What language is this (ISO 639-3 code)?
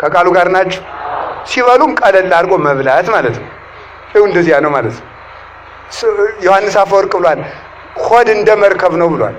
amh